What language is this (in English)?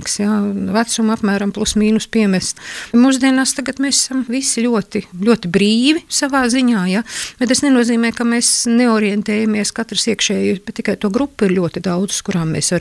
Latvian